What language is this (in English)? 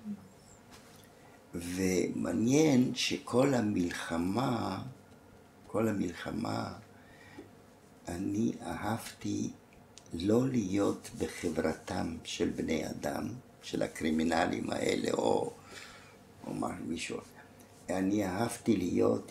Hebrew